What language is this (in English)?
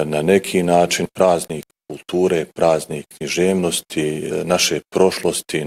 Bosnian